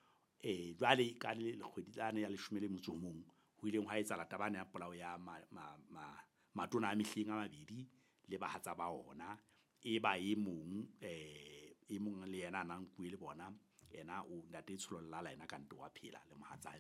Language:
Southern Sotho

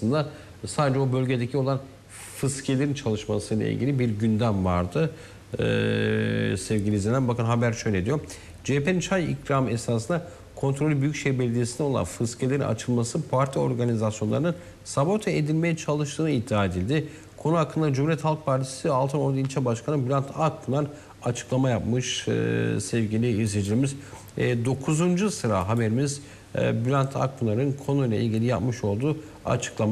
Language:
Turkish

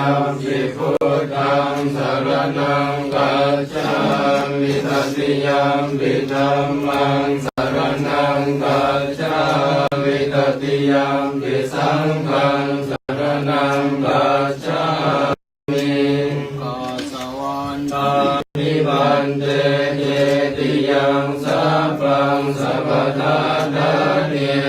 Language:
Pali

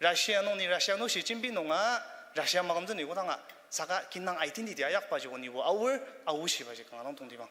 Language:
Ao Naga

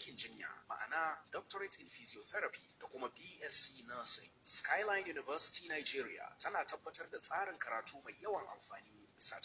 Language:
Hausa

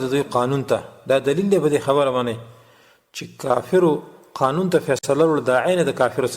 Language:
Pashto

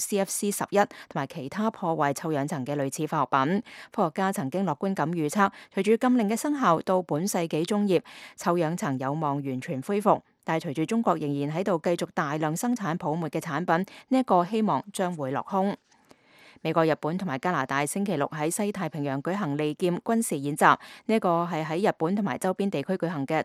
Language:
Cantonese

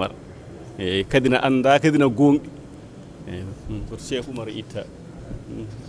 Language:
Fula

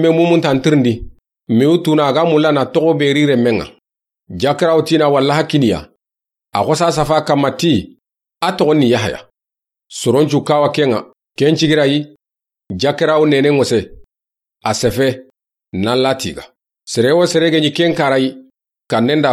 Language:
Soninke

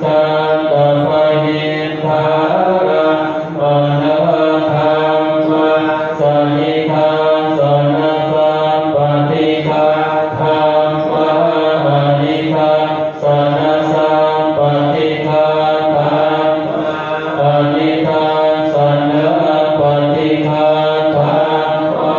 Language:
Pali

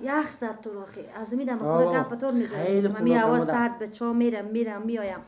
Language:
Persian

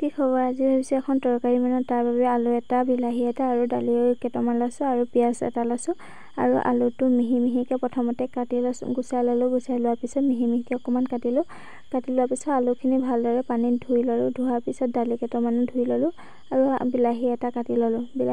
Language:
Assamese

